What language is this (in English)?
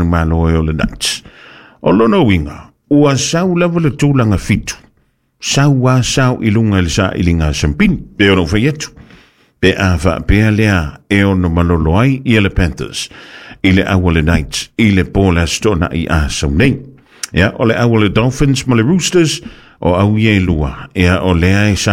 Samoan